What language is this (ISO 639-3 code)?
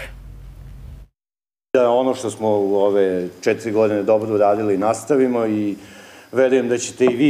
srp